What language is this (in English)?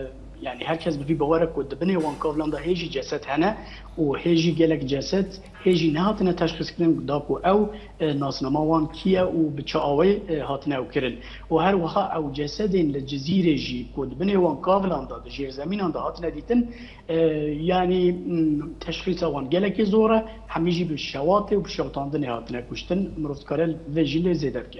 Kurdish